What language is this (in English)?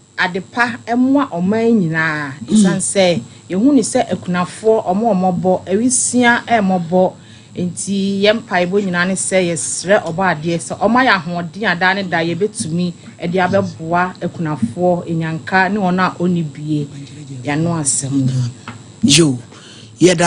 Akan